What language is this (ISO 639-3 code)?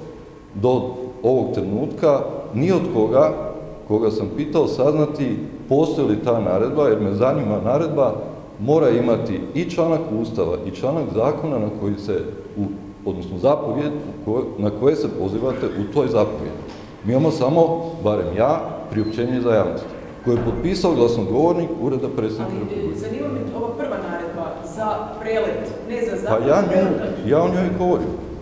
hrv